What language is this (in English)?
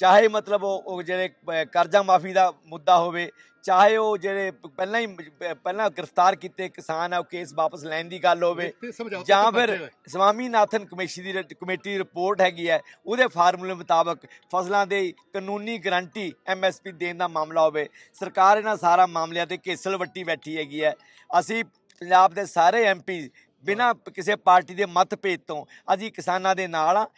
Punjabi